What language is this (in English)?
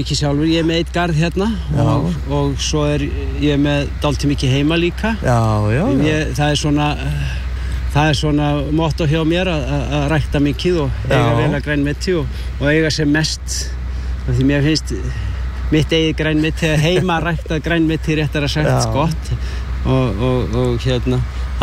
Icelandic